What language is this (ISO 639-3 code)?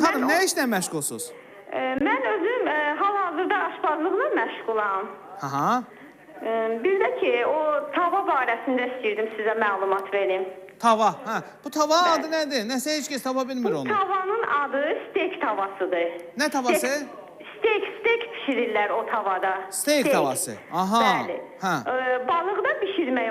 aze